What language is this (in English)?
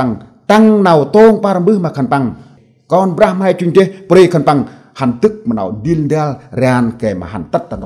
Central Mnong